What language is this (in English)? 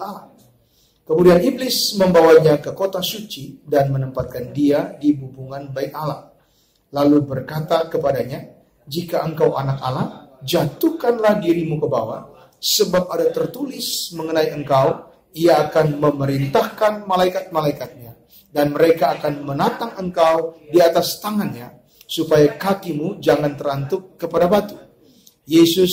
Indonesian